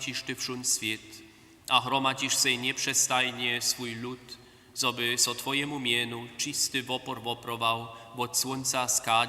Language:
Upper Sorbian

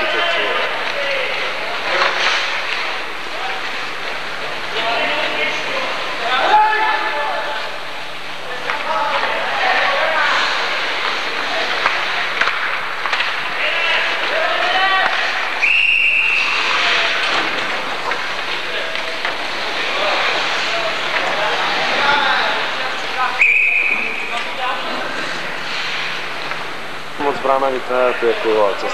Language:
Czech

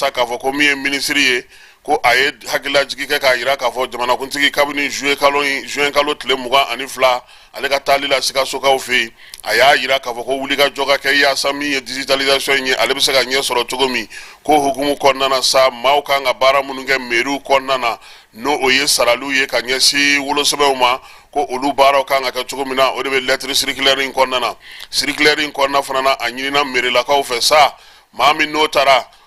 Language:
Bambara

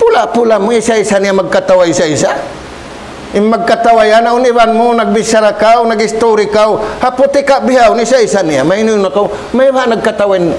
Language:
Tausug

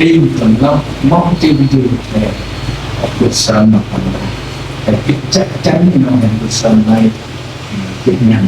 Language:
Central Mnong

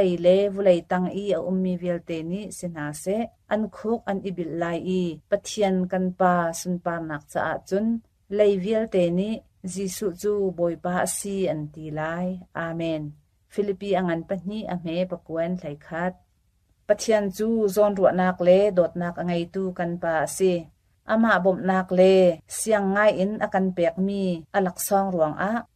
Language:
Hakha Chin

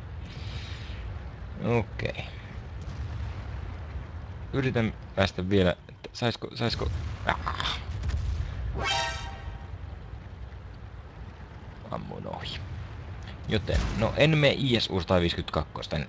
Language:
Finnish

